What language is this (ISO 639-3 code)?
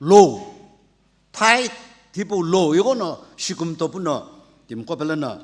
nsm